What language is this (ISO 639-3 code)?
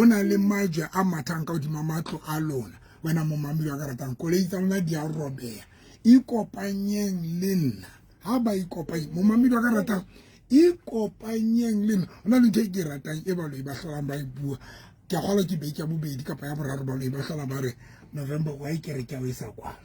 sot